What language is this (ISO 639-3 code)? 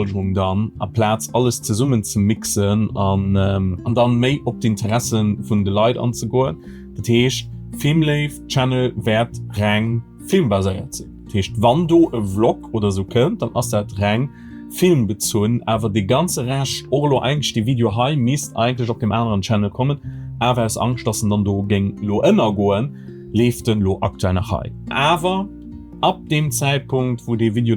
ltz